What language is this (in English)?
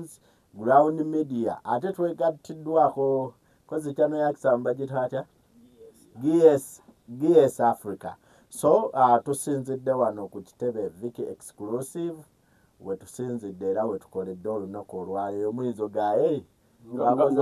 Ganda